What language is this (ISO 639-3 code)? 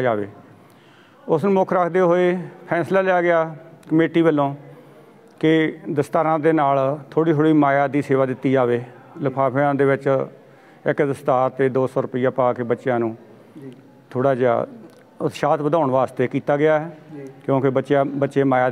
pan